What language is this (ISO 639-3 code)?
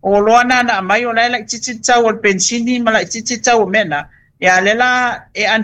smo